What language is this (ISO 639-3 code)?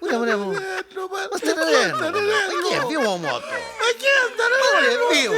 nap